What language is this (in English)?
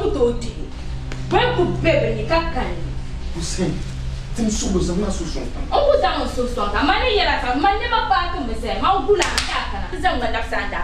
Dagbani